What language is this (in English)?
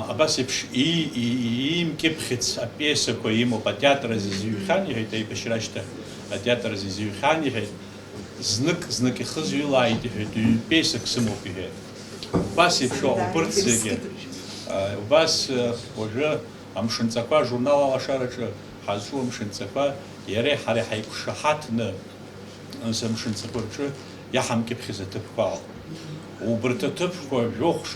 Abkhazian